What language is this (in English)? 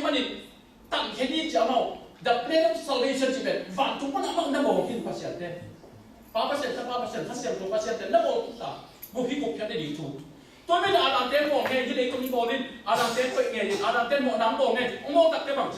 Tedim Chin